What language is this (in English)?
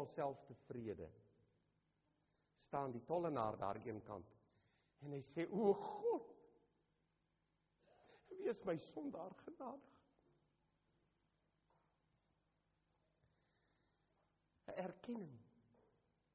Afrikaans